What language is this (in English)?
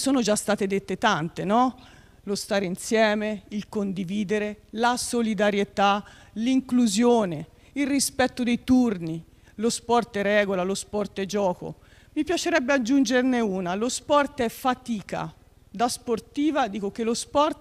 Italian